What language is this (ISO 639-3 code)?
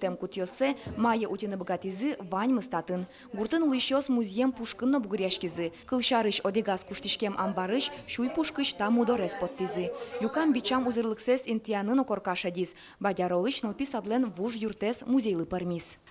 udm